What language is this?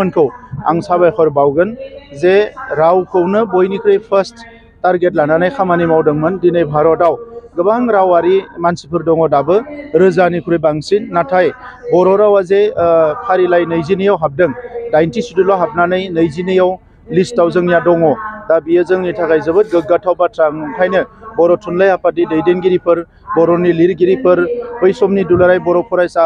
Bodo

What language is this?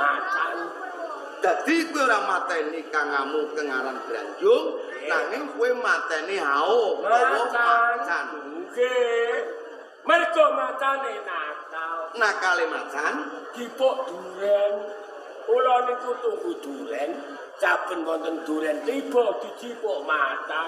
Javanese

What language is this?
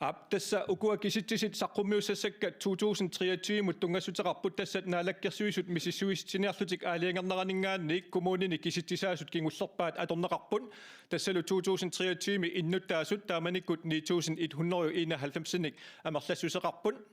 Kalaallisut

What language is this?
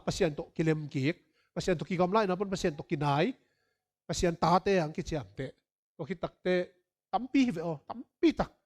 Tedim Chin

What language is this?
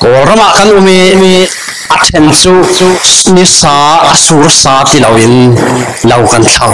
Falam Chin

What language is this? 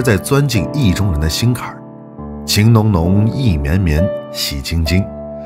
Chinese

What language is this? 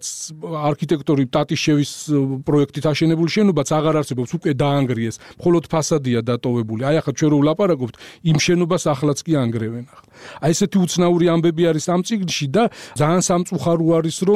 Georgian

